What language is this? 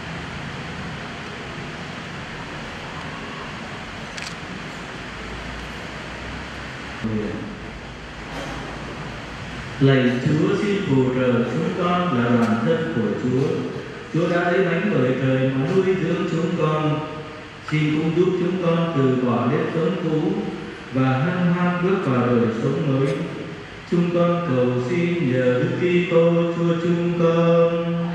Vietnamese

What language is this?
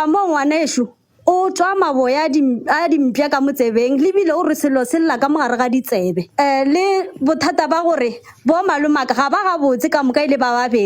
Northern Sotho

